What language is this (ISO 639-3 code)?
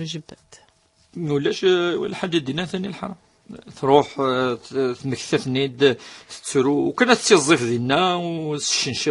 kab